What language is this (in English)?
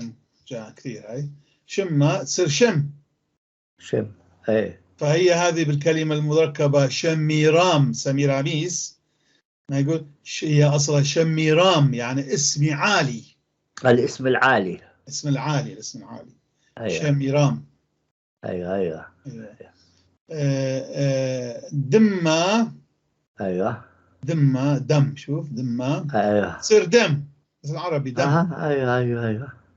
North Levantine Arabic